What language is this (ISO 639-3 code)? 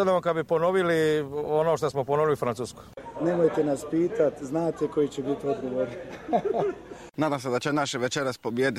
srp